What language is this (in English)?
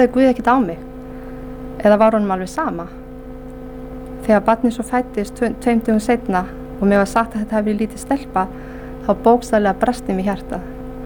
Icelandic